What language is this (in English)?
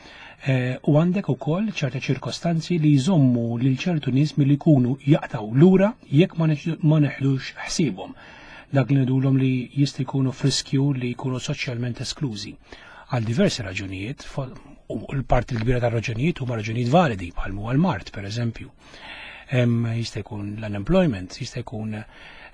Maltese